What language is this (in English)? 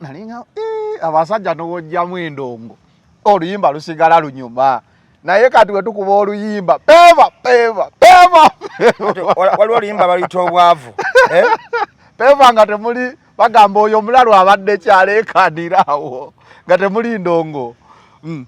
Ganda